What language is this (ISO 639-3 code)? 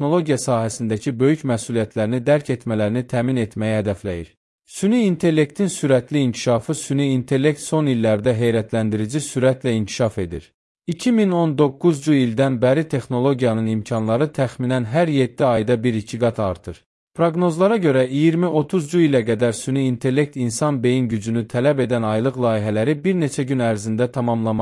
aze